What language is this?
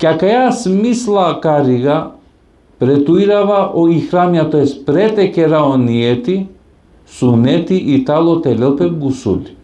Balkan Romani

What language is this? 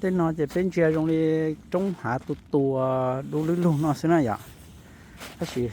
Hmong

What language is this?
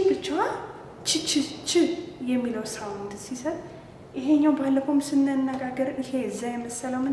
Amharic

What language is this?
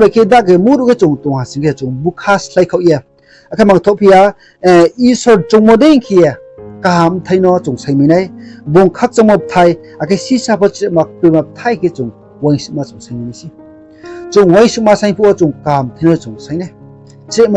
Riang (India)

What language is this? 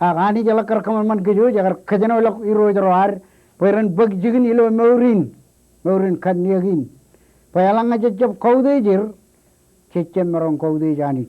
Marshallese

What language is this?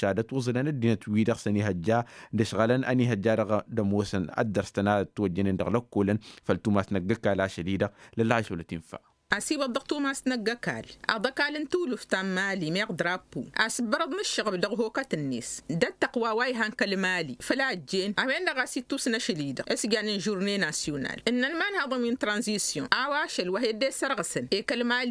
Tamasheq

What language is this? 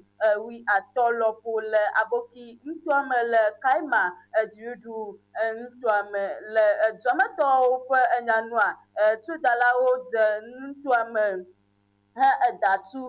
Ewe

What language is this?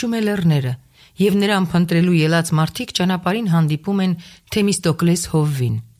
Armenian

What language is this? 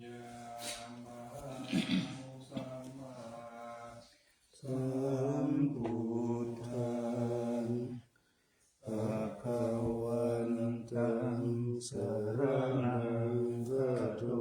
Pali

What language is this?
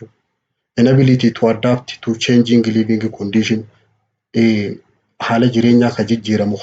Oromo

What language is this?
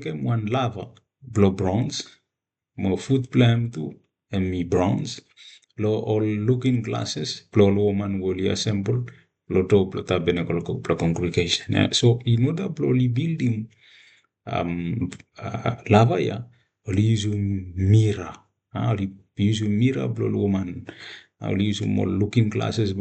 Bislama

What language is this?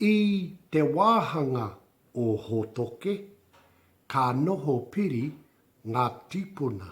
Māori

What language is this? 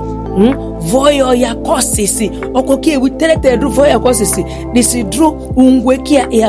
Ma'di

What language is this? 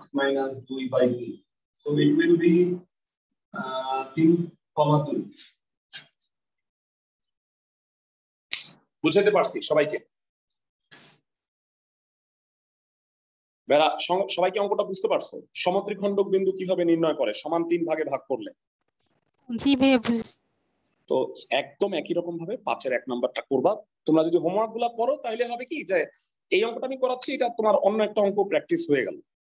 Bangla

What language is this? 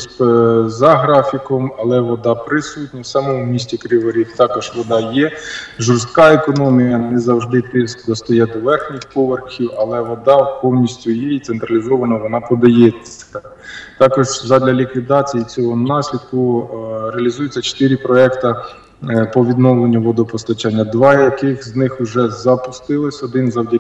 Ukrainian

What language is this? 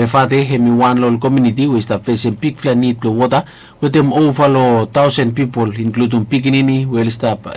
Bislama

